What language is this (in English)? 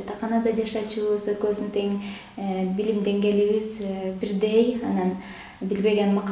Kyrgyz